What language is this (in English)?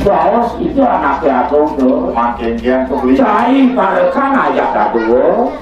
Balinese